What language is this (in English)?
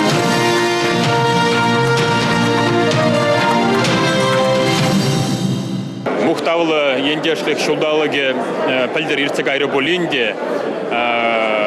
Chuvash